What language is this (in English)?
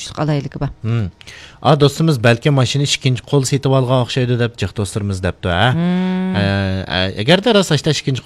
Uyghur